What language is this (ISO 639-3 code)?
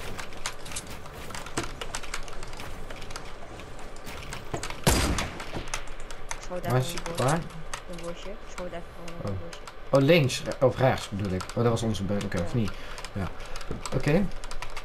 nld